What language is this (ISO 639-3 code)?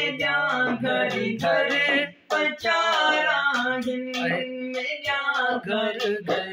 skr